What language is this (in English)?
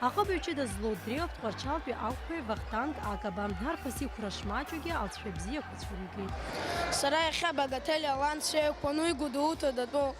Abkhazian